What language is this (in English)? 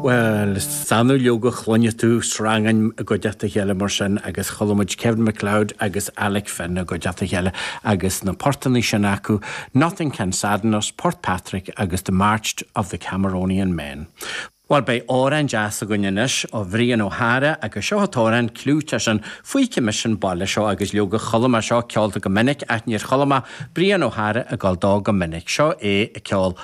Irish